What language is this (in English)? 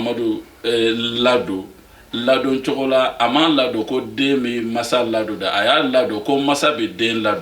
Bambara